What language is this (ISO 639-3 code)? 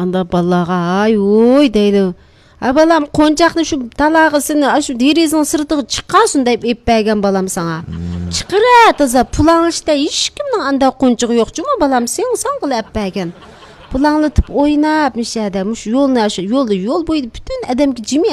uig